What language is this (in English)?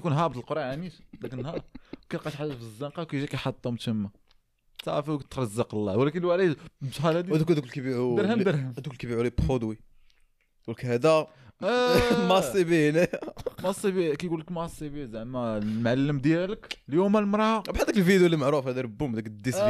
Moroccan Arabic